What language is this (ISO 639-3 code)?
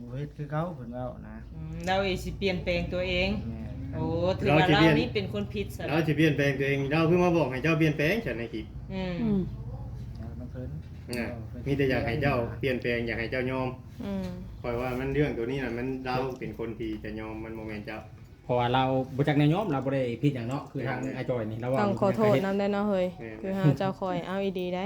lao